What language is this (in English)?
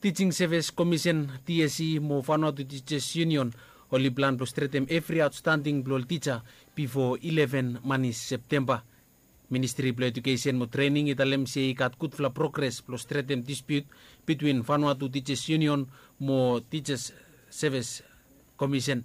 Bislama